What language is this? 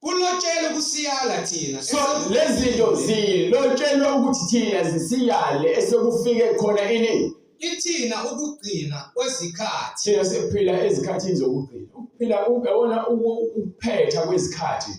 Zulu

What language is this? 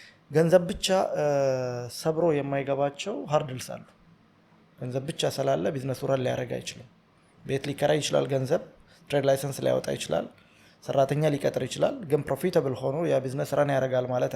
Amharic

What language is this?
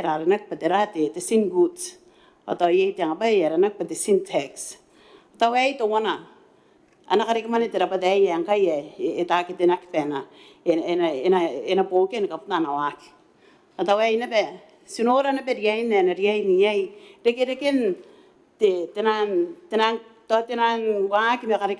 Gilbertese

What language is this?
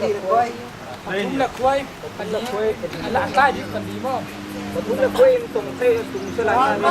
Falam Chin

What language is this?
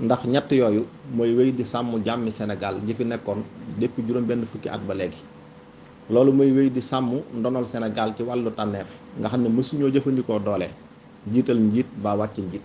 Wolof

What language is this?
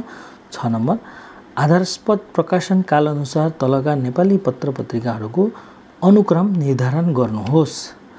Nepali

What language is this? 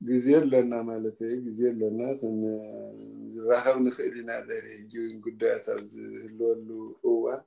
Tigrinya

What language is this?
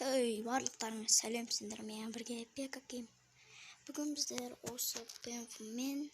Kazakh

